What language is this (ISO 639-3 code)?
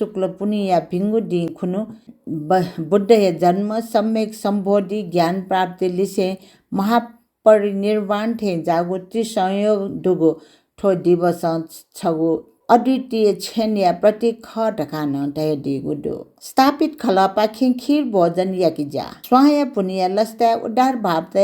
new